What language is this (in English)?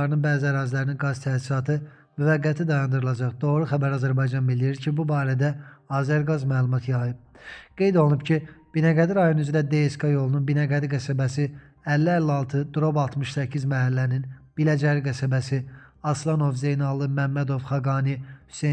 Azerbaijani